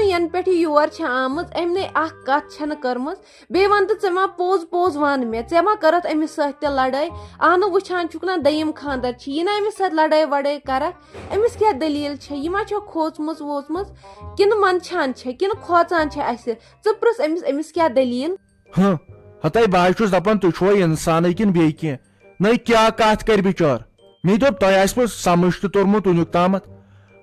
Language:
Kashmiri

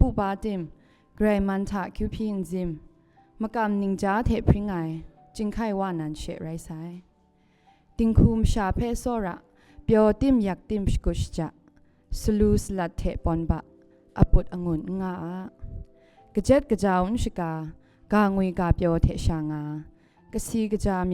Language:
Kachin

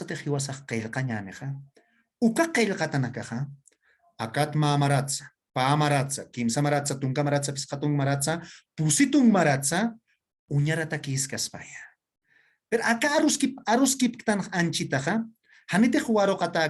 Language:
Aymara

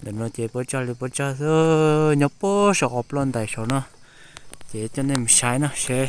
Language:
Hmong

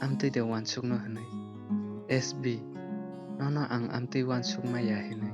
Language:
Kok Borok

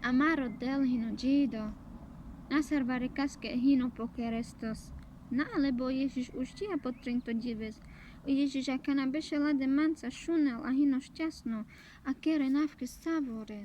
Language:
Carpathian Romani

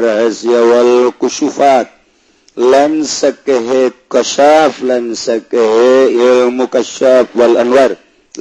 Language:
Sundanese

